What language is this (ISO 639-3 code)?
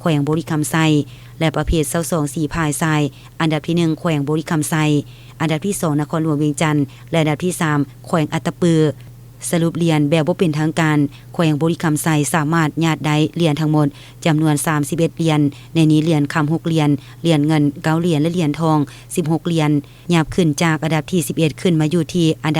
lao